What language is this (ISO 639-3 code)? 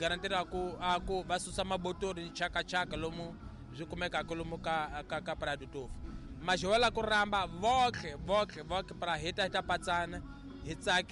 tso